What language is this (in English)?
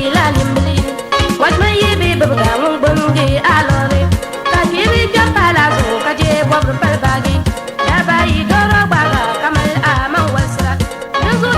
Dagbani